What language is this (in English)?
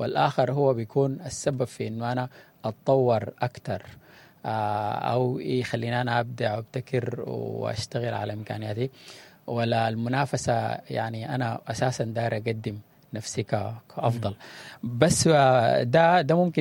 Sudanese Arabic